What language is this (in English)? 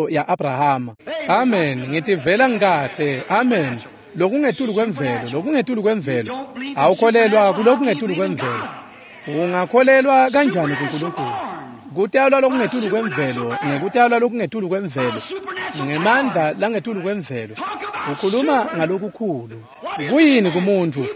Swati